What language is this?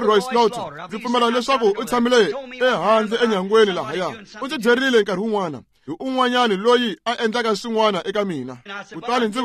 Tsonga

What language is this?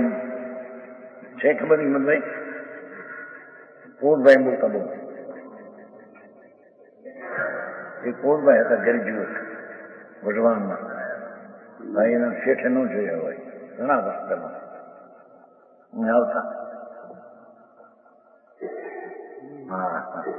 Gujarati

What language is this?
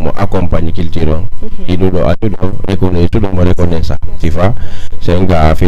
Fula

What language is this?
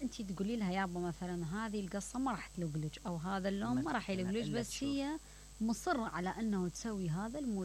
Mesopotamian Arabic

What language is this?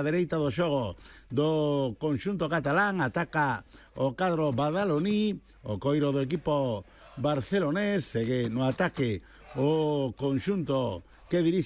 Galician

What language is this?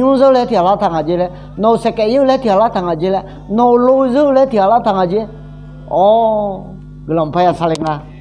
Akha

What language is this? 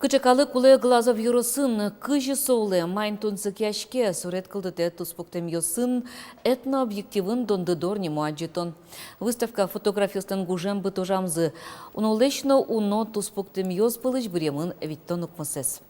Udmurt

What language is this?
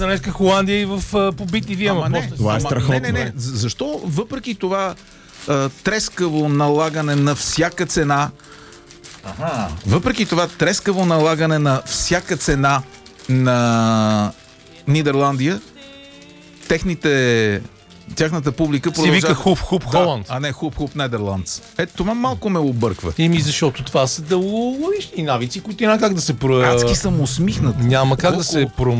Bulgarian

